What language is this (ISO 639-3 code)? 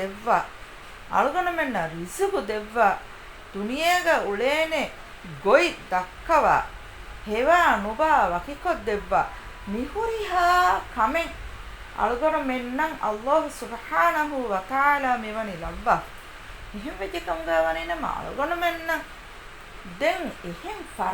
div